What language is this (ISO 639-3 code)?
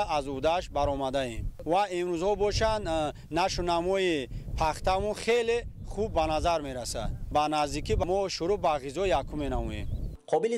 tgk